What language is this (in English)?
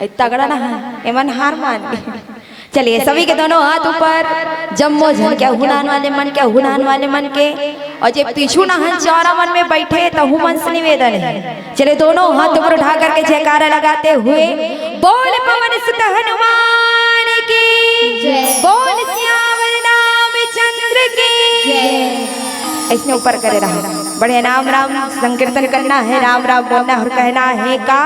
Chhattisgarhi